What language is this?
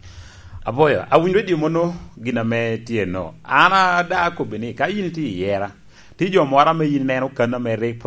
Lango (Uganda)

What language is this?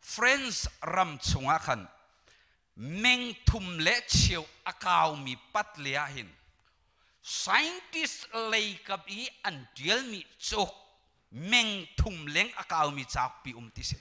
Hakha Chin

